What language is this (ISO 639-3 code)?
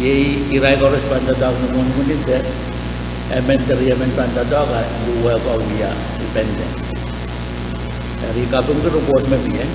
pon